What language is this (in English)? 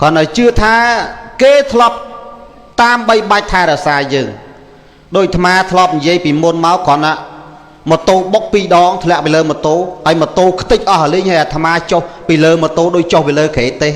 Khmer